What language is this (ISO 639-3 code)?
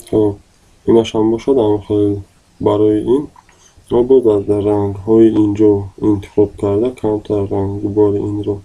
tgk